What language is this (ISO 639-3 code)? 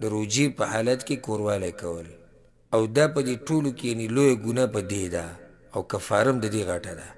pus